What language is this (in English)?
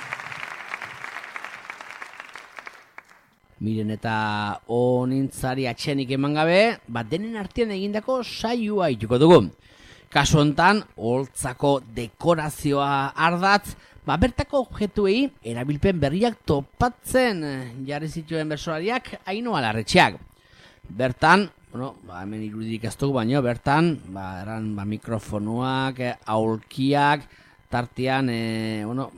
Basque